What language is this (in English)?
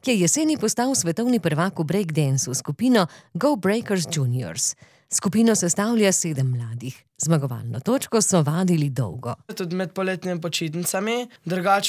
Slovenian